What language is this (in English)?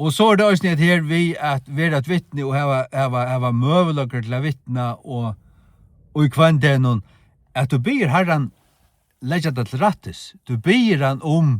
Faroese